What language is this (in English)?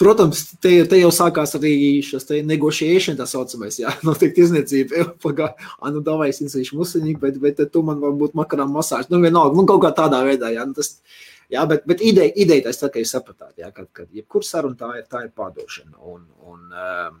Latvian